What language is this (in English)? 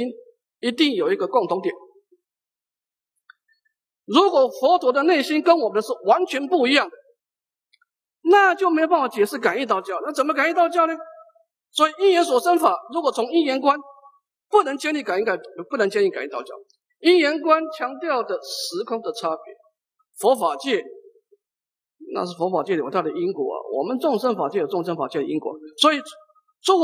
Chinese